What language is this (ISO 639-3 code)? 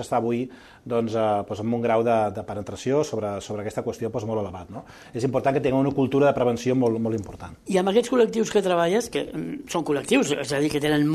cat